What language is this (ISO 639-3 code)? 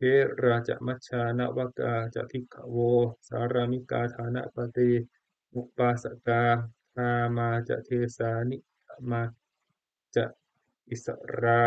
pli